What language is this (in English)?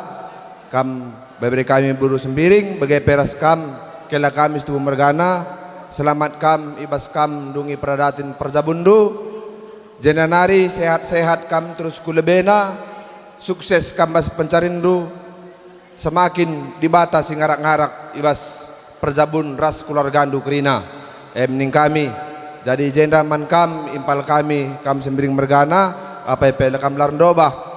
Batak Karo